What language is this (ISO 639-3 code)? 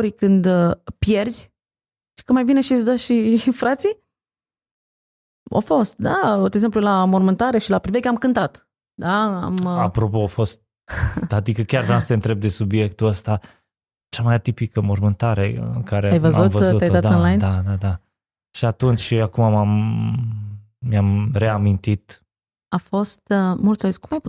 ron